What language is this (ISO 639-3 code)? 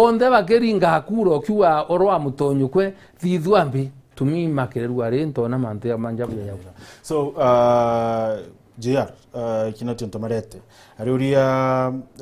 mer